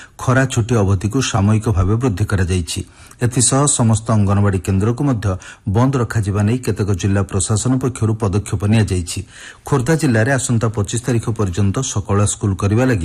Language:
Odia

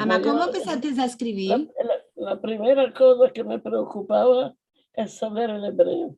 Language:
Ladino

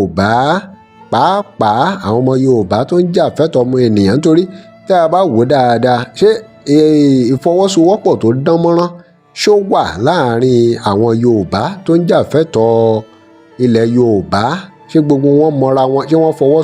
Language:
Yoruba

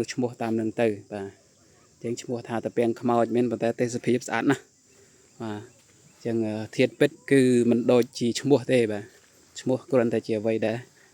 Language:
Khmer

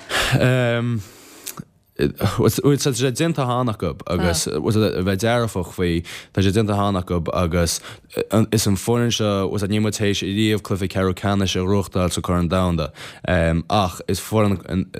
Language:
Irish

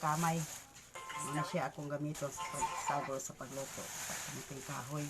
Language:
Cebuano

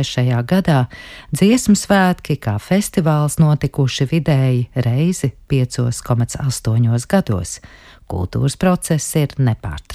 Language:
Latvian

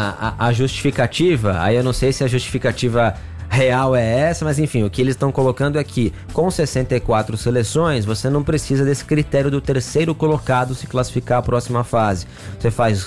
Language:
Portuguese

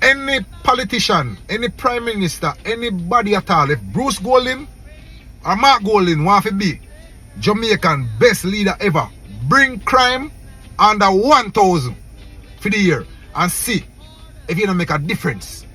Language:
Jamaican Creole English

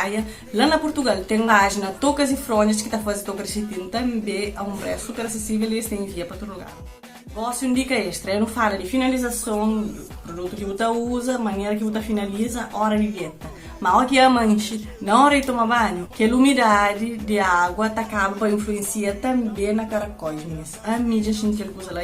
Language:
Kabuverdianu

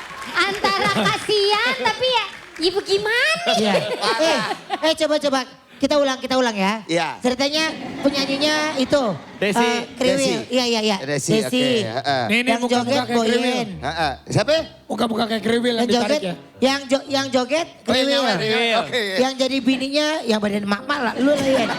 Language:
Betawi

